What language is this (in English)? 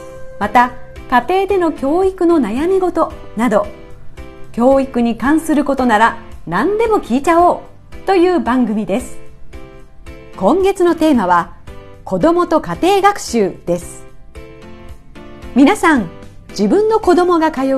Japanese